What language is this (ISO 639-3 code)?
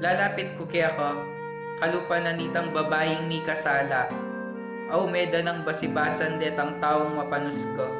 pam